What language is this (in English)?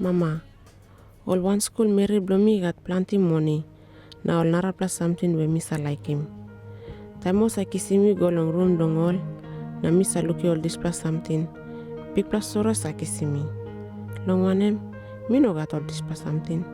Tok Pisin